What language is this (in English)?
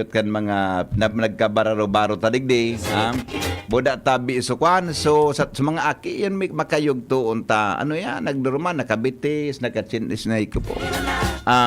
Bikol